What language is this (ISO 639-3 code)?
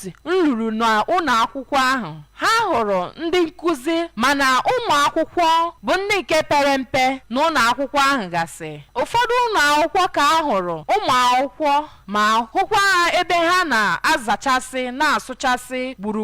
ibo